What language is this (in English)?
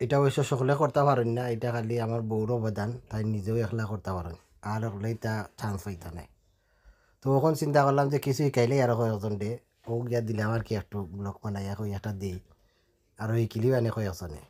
Sylheti